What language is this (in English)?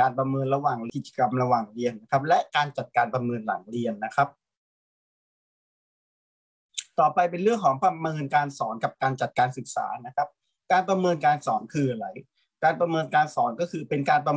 Thai